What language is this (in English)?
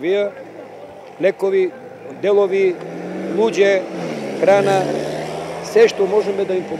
Macedonian